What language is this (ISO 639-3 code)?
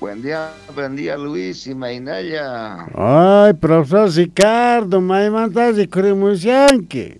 quh